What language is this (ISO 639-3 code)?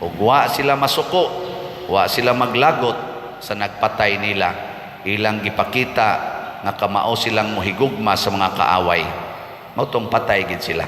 ceb